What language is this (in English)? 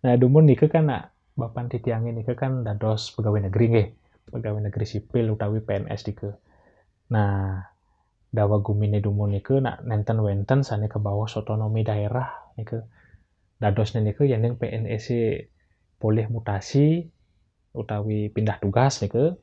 Balinese